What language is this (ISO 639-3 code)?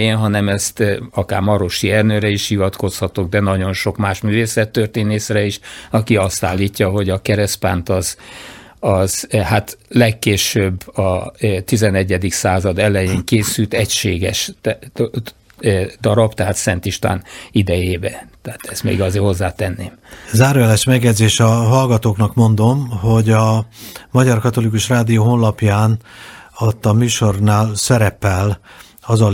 hun